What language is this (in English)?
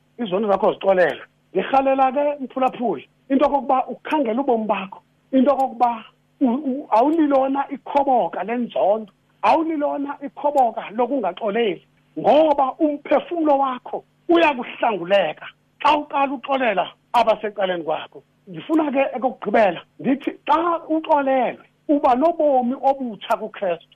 Xhosa